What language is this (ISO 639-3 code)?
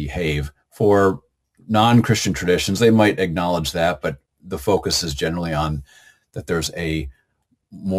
eng